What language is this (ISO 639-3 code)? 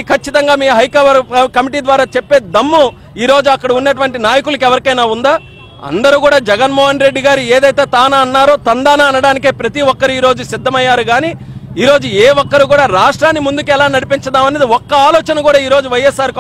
tel